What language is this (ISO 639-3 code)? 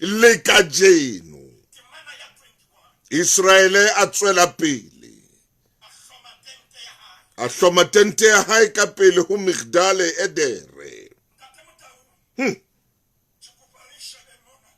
sot